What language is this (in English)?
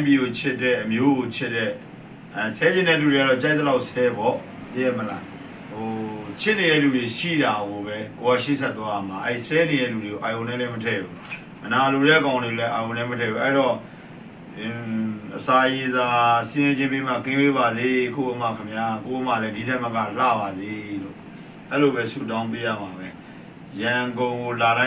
Burmese